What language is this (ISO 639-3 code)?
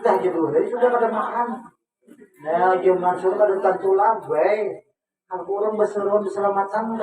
bjn